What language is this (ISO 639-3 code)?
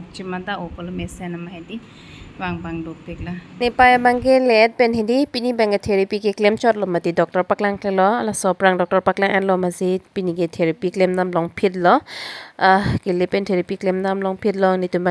mjw